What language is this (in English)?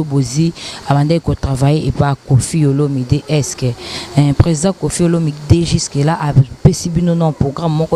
Lingala